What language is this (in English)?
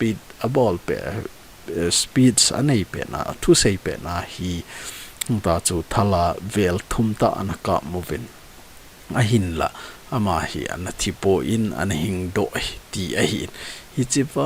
Thado Chin